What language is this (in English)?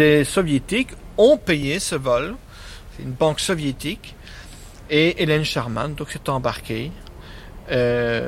French